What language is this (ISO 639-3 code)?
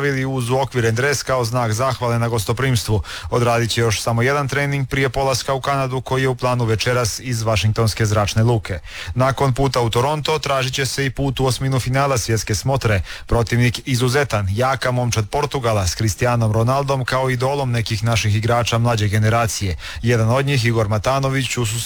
hrv